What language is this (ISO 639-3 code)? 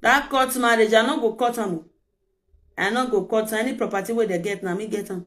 pcm